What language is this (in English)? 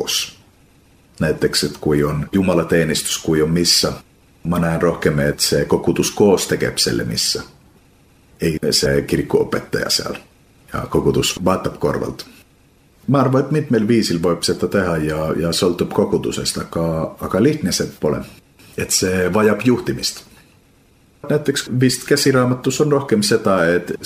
Estonian